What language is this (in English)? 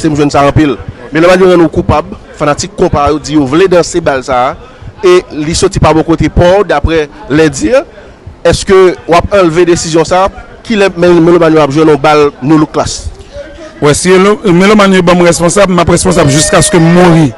Haitian Creole